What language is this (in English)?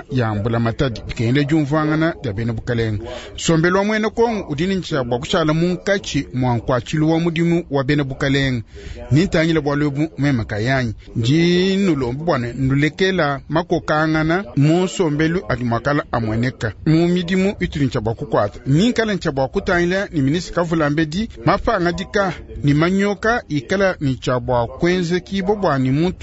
Luba-Lulua